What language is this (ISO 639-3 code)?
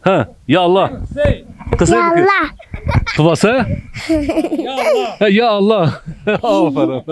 zza